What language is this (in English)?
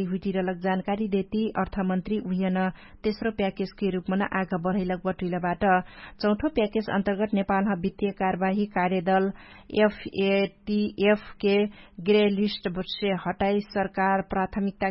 Dangaura Tharu